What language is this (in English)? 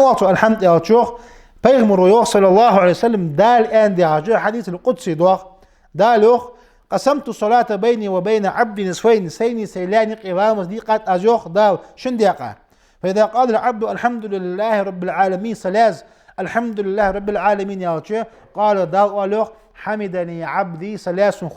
Ingush